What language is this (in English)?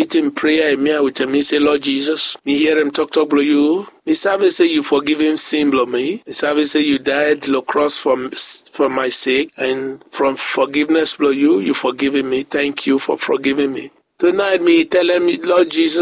Bislama